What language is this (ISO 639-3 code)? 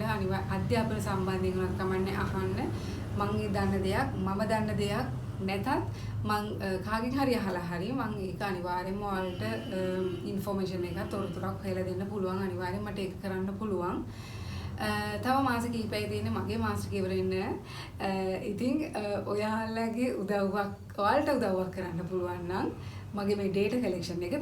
sin